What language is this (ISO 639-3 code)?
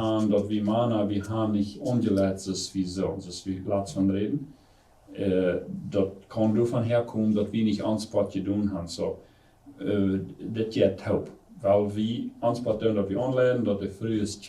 pdt